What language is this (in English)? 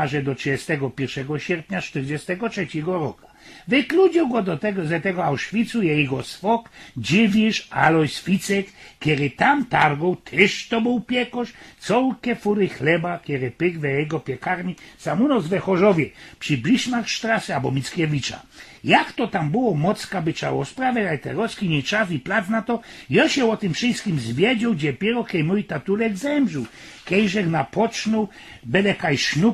Silesian